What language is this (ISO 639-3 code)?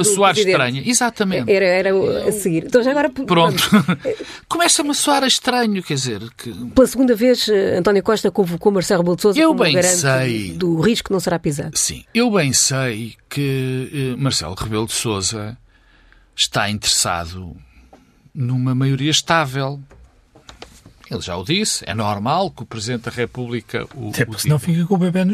por